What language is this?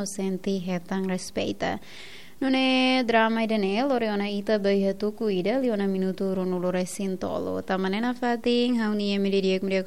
Tetum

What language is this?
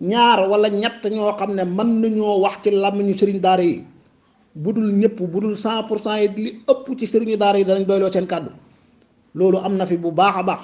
Wolof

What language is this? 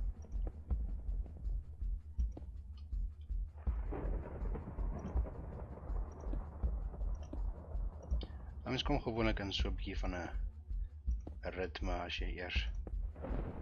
Afrikaans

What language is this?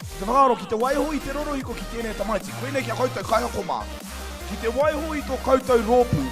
Māori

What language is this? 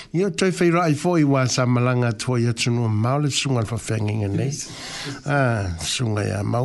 Samoan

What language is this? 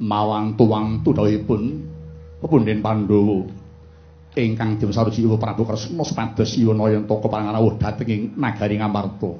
Javanese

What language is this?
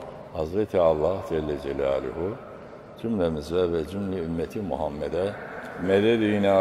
Turkish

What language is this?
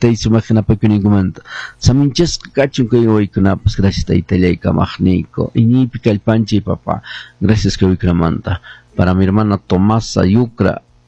Quechua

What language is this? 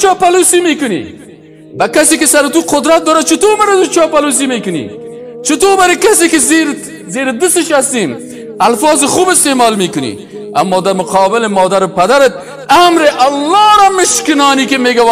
Persian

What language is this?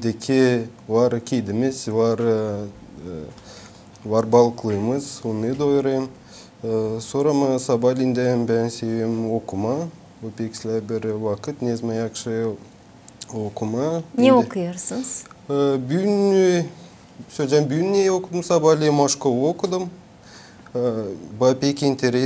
Gagauz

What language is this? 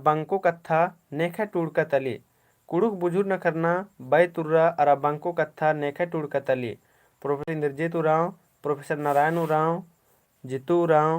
Kurukh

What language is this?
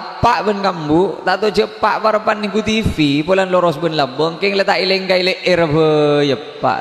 Madurese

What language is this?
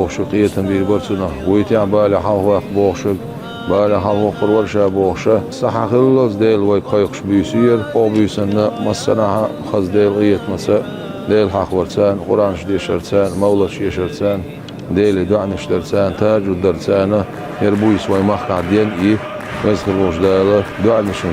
Chechen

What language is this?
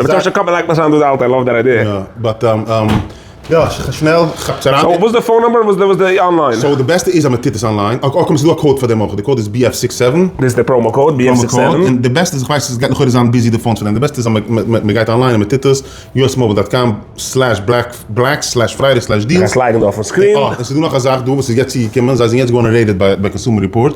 Yiddish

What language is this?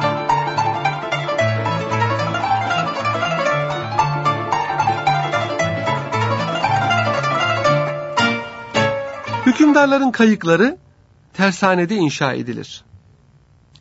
Turkish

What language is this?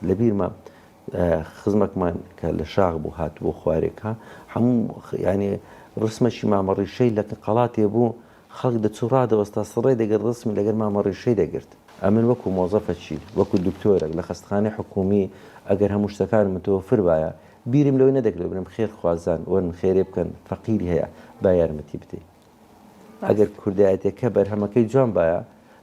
Central Kurdish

